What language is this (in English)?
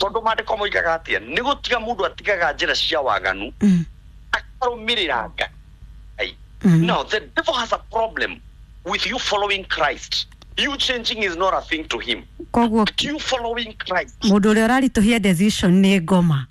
Kikuyu